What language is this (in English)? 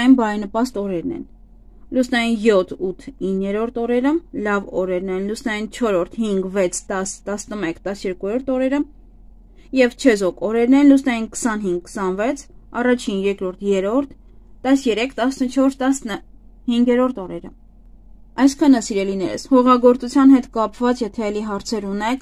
Armenian